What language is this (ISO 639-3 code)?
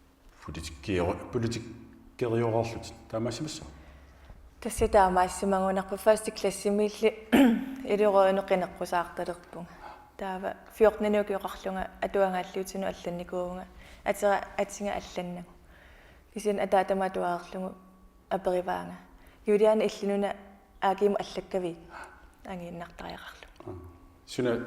kal